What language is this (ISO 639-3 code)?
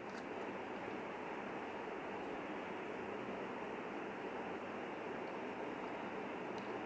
tel